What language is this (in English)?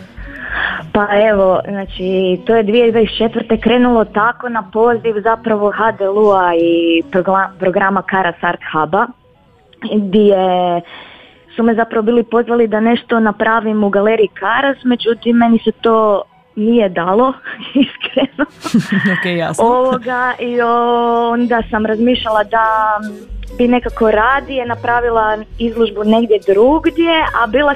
Croatian